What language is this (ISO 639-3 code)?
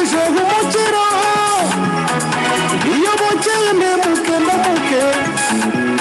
kin